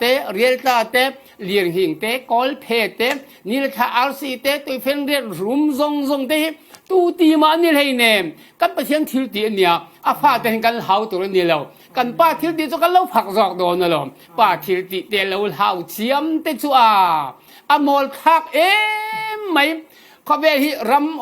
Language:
Falam Chin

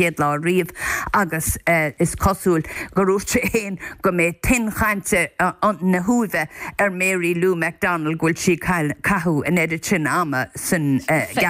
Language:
Irish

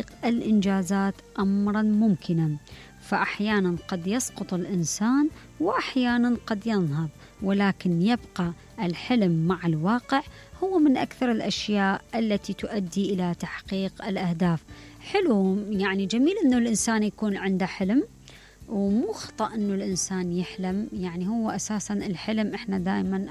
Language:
Mesopotamian Arabic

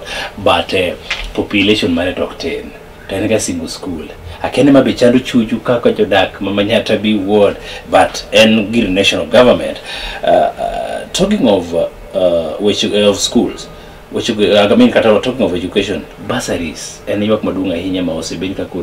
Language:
Luo (Kenya and Tanzania)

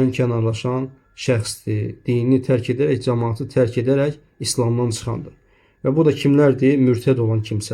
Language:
Azerbaijani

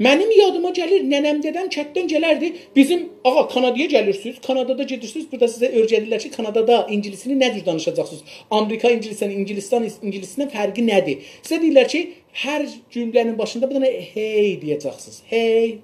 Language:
South Azerbaijani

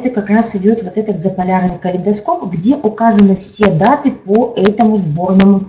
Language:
Russian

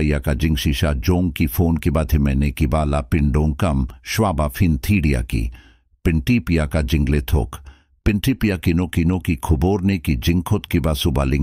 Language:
Khasi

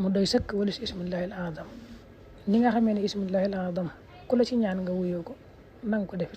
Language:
Wolof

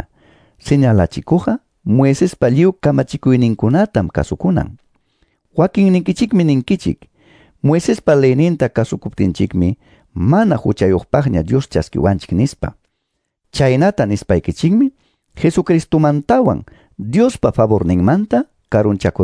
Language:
Quechua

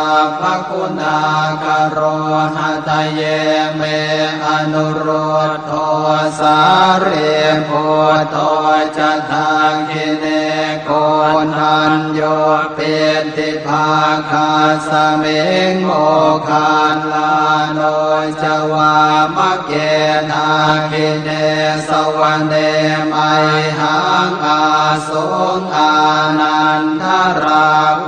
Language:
Pali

